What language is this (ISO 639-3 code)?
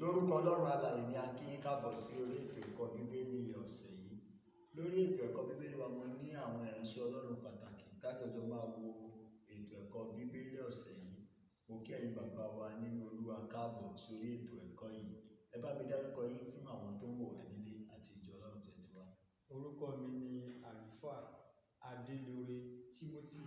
yor